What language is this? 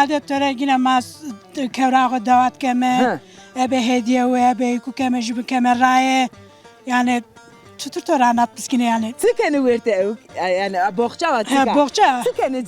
Zaza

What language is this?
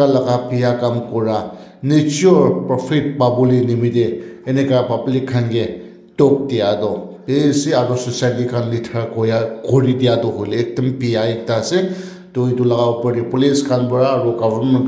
Naga Pidgin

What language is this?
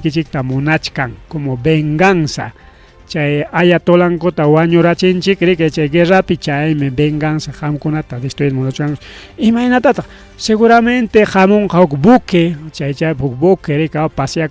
Ayacucho Quechua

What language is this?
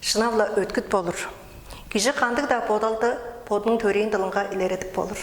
Tuvinian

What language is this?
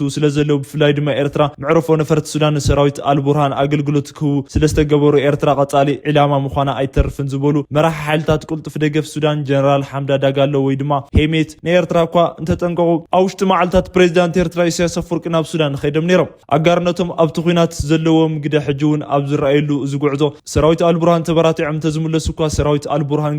Tigrinya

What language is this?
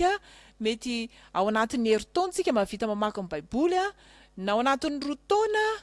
Malagasy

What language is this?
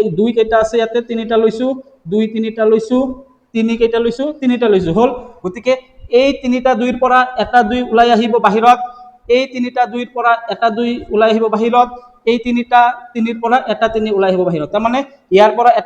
Assamese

